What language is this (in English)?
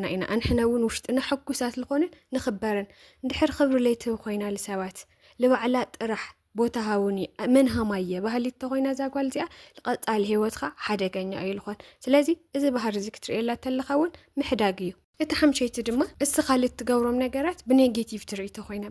Tigrinya